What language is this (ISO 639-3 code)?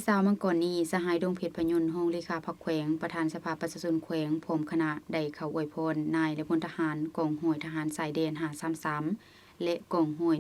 lao